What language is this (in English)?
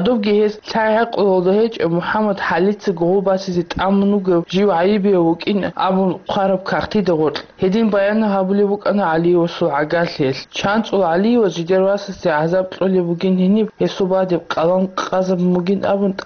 Avaric